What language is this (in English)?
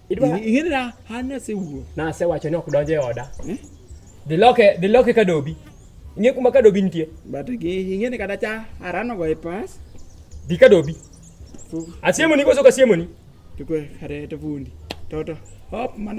Luo (Kenya and Tanzania)